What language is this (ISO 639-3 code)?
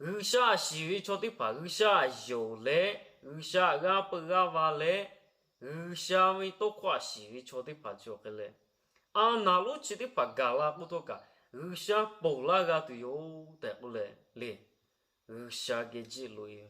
lhu